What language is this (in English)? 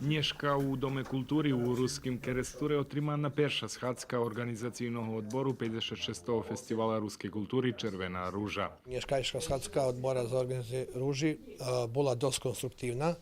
Rusyn